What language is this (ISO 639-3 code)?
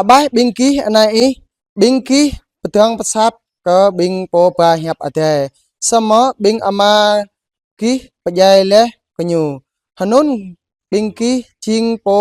jra